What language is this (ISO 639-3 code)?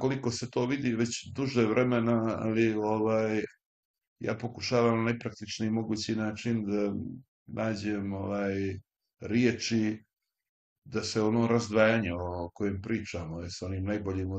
srp